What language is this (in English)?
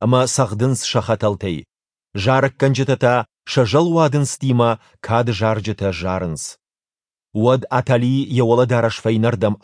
Ossetic